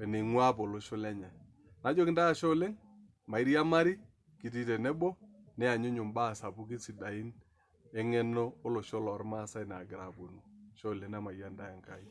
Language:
Masai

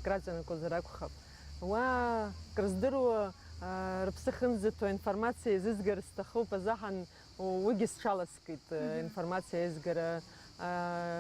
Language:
Abkhazian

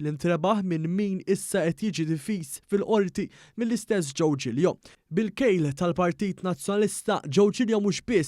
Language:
Maltese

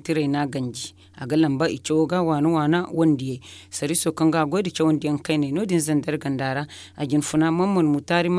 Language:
Zarma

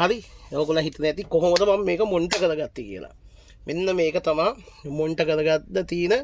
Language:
Sinhala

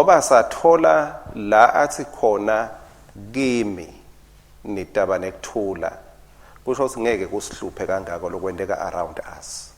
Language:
Swati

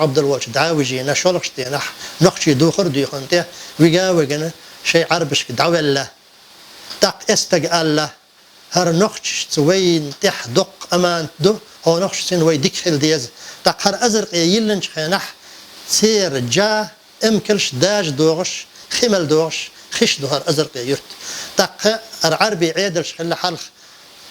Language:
Chechen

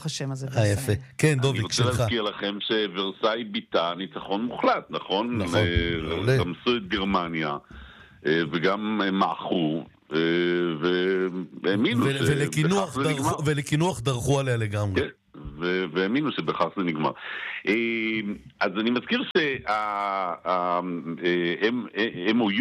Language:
Hebrew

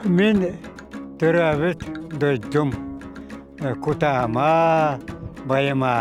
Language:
Yakut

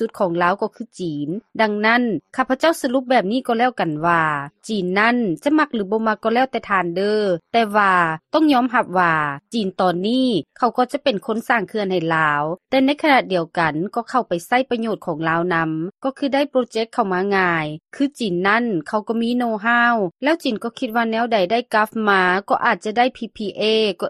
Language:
Lao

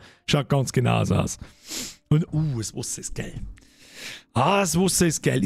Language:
Bavarian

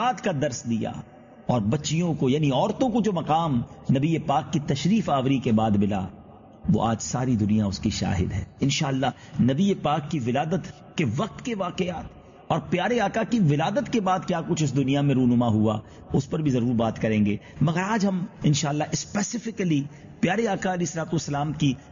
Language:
Urdu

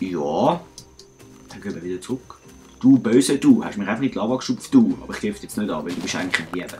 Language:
Swiss German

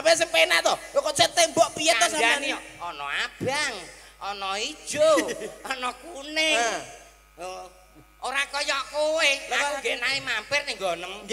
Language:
Javanese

